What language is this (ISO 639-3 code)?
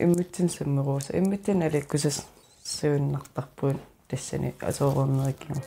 kal